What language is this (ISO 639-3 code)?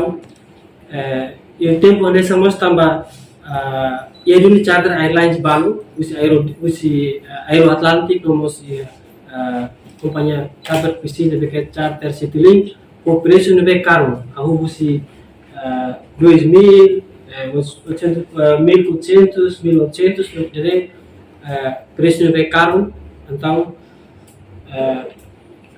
tet